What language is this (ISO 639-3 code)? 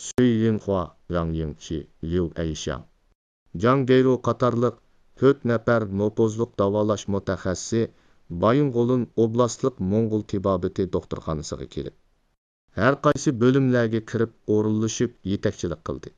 uig